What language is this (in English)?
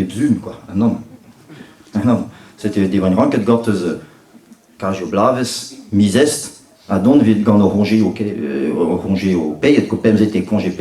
Breton